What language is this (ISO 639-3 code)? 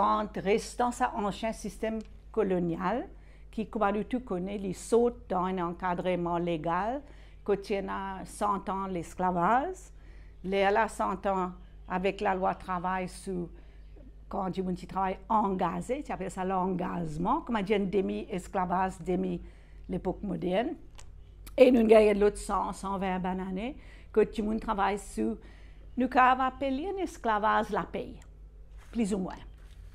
mfe